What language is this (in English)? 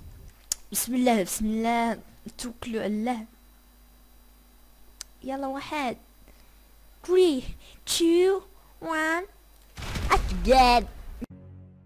Moroccan Arabic